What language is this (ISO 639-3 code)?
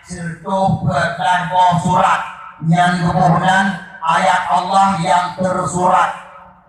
ace